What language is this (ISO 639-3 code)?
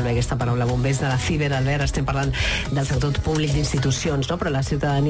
cat